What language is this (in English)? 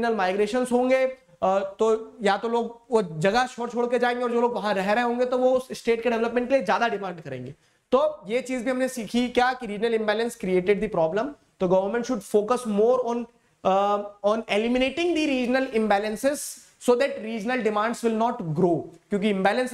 Hindi